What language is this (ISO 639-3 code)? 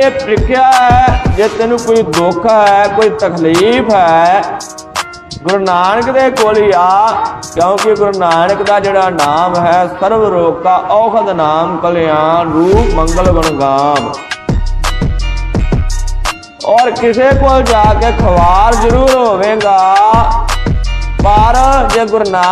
pan